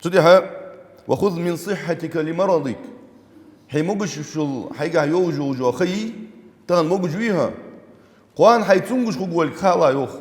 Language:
Ingush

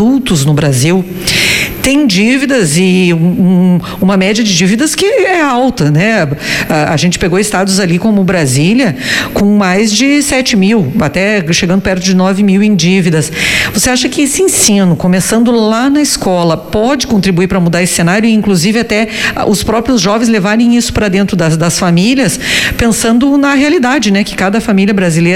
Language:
Portuguese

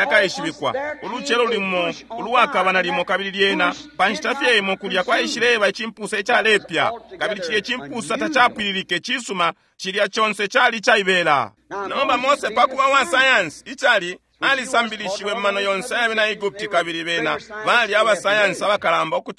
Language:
Bemba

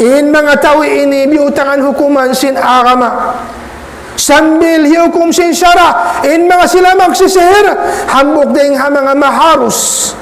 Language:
Tausug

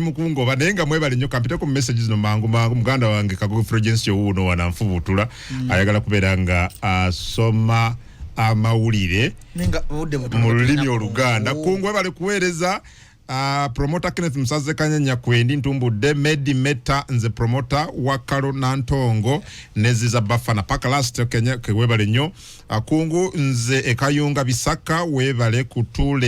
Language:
Ganda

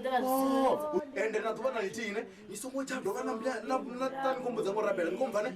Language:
Venda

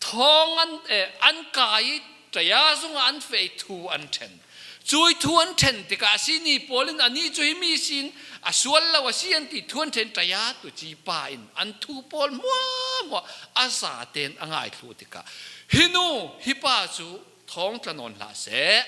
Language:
Falam Chin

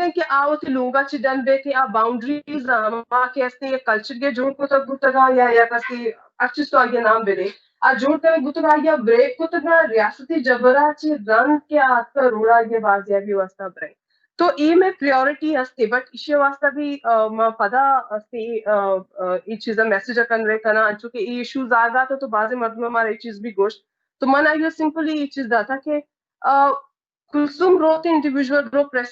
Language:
Baluchi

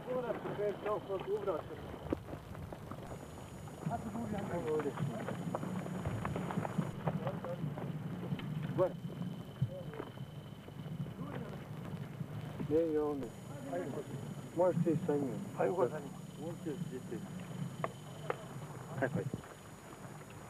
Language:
Bosnian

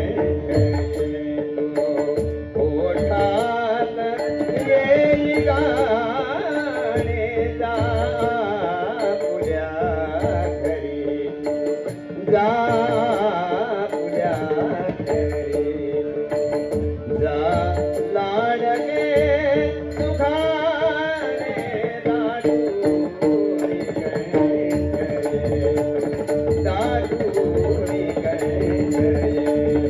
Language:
Marathi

